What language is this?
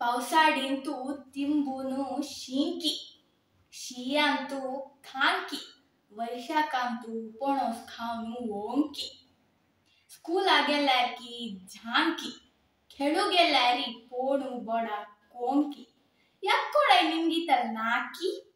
Konkani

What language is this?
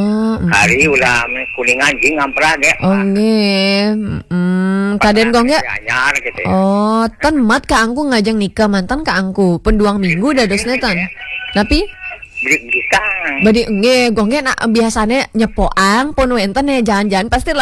Balinese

